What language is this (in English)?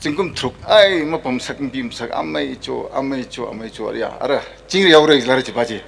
Tangkhul Naga (India)